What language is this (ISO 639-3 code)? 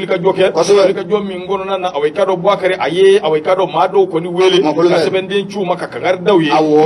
bam